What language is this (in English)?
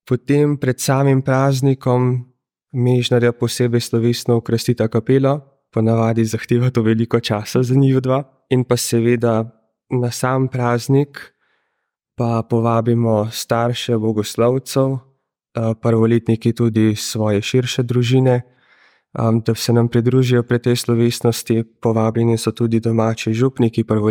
Slovenian